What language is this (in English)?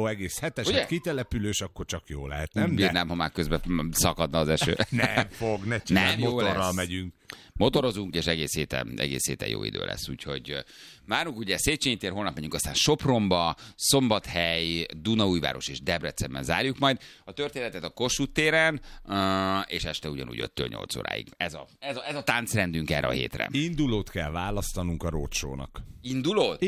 Hungarian